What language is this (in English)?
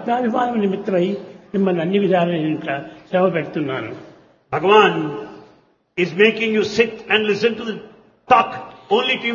Telugu